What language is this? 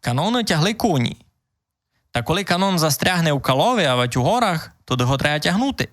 Rusyn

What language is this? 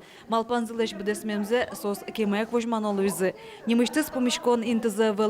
Udmurt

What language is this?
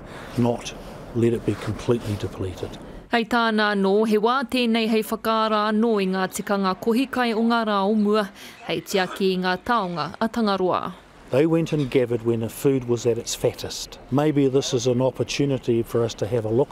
Māori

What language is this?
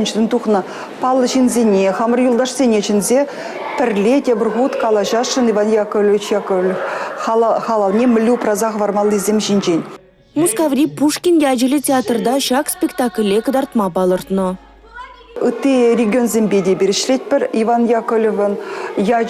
Chuvash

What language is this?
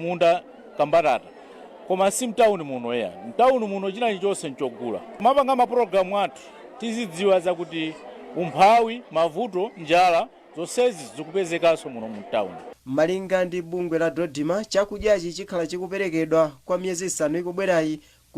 Nyanja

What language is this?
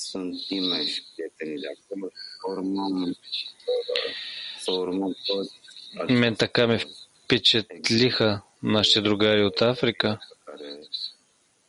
Bulgarian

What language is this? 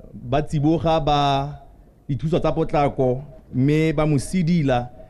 Tswana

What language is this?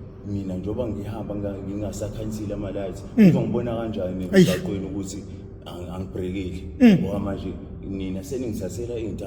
Zulu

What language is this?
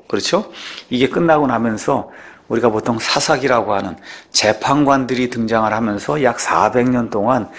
Korean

